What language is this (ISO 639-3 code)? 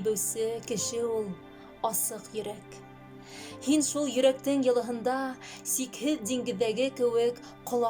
bak